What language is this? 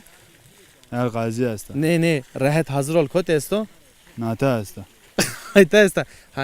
Zaza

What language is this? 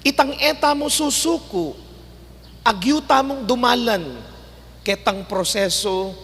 Pampanga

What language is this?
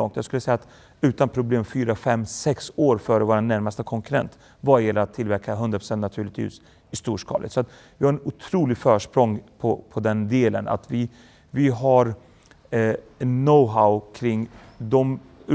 Swedish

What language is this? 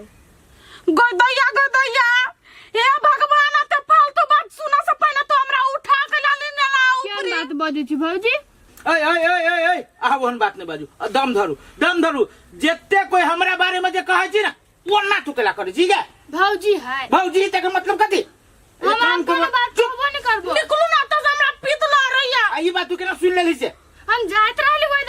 Maithili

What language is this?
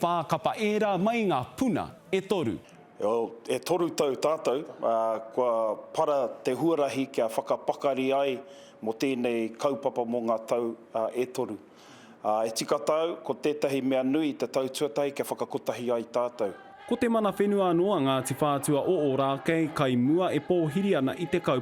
Māori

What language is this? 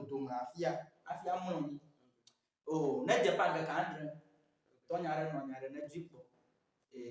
Ewe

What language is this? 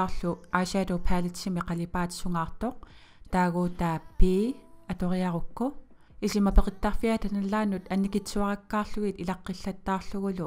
Kalaallisut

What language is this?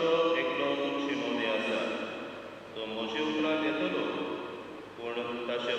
Konkani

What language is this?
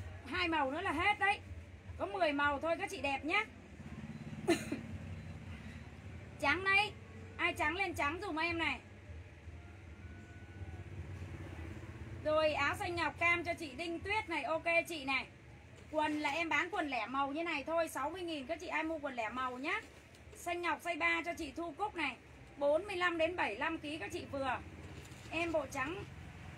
Vietnamese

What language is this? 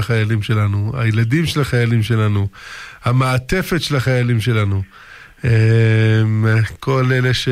Hebrew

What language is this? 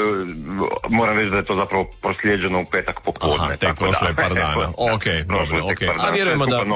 Croatian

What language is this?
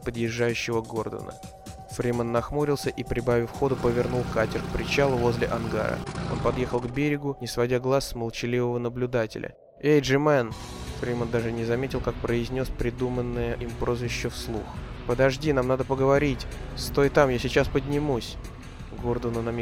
Russian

